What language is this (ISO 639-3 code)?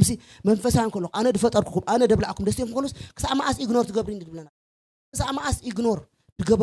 tir